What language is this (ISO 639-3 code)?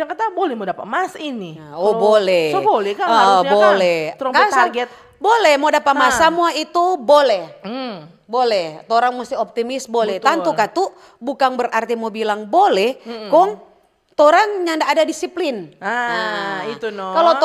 xmm